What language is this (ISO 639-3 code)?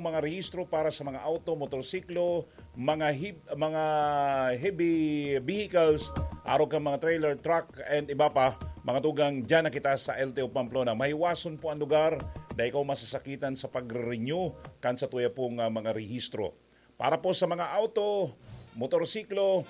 bik